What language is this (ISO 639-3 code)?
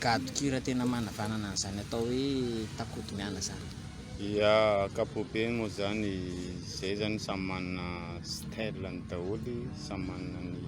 mlg